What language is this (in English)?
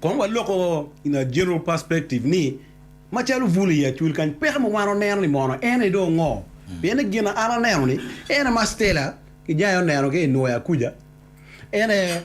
Acoli